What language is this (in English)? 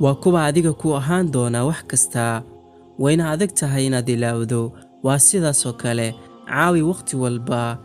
Somali